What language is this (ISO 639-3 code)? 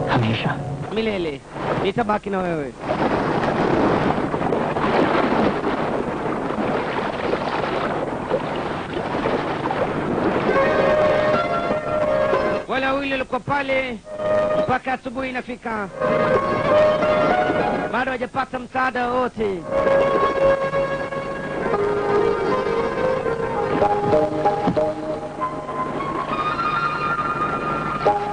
swa